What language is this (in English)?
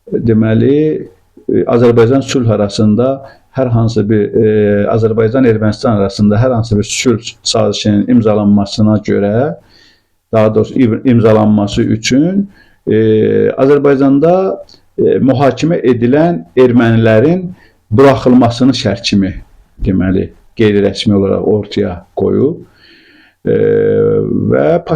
Azerbaijani